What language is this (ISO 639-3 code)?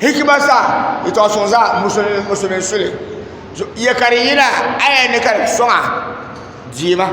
dag